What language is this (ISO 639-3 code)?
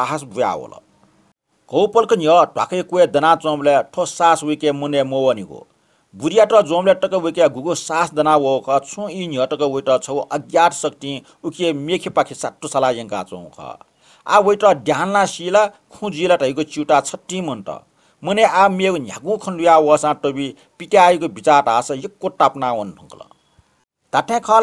new